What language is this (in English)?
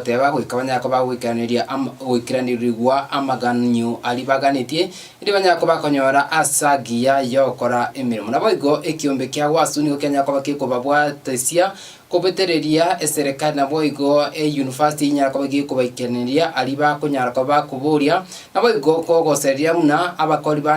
Gusii